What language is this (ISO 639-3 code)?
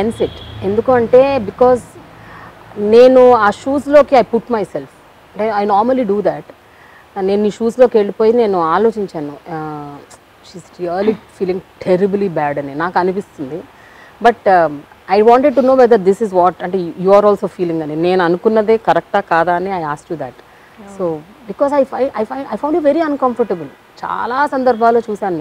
tel